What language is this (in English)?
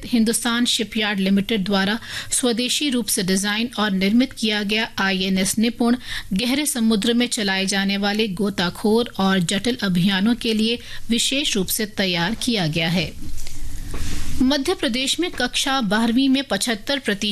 Hindi